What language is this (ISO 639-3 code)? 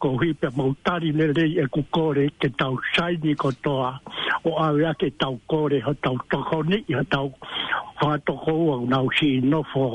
ton